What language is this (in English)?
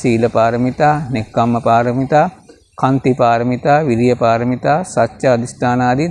Sinhala